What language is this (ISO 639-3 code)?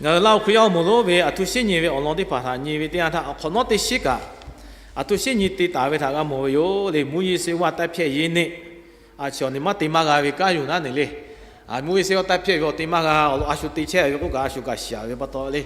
lhu